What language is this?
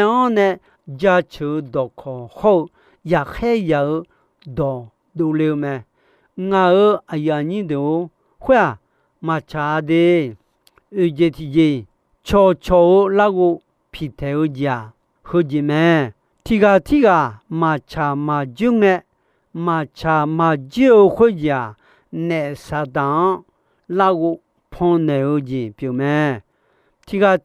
Akha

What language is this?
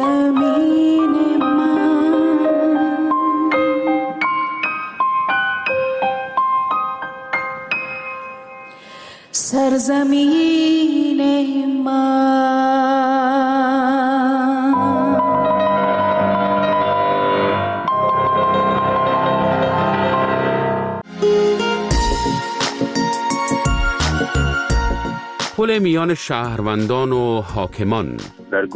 Persian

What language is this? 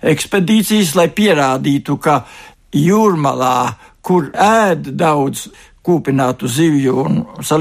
Latvian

